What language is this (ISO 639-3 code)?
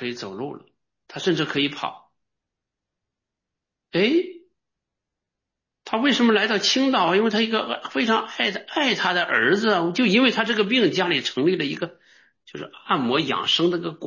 zho